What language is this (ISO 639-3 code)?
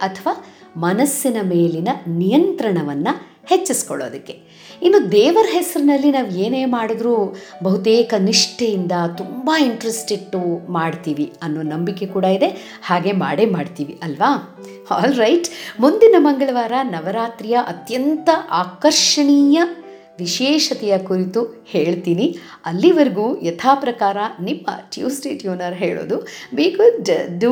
kan